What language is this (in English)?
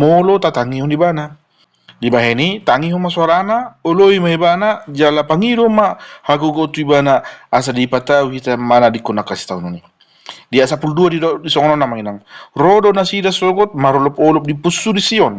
Batak Toba